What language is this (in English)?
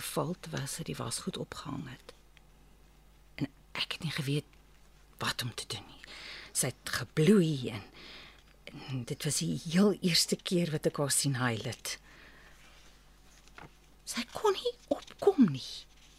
Afrikaans